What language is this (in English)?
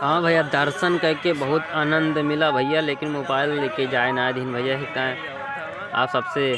Awadhi